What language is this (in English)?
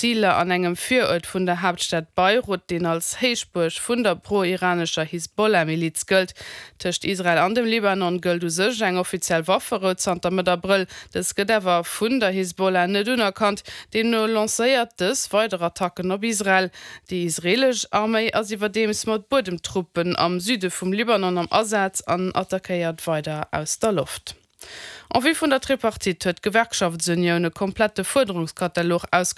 Luxembourgish